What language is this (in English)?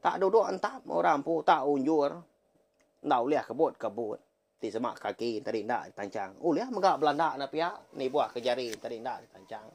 Iban